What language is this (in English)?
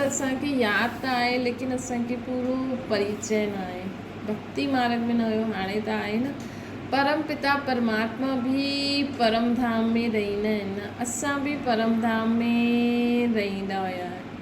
Sindhi